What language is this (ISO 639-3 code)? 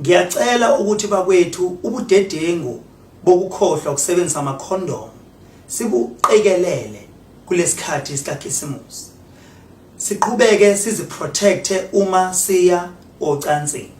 zul